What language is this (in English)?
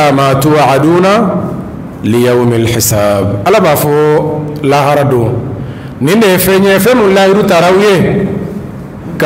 Bambara